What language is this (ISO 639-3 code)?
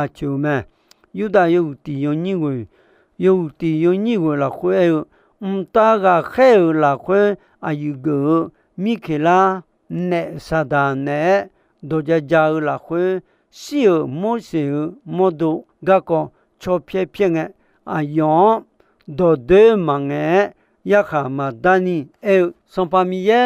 ahk